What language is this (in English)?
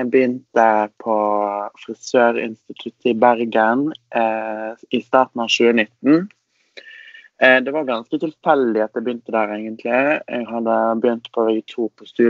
Norwegian